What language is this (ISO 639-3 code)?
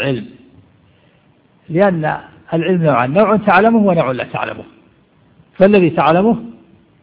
ara